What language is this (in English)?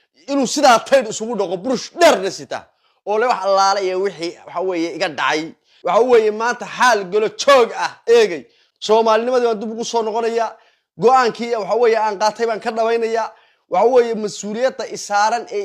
Somali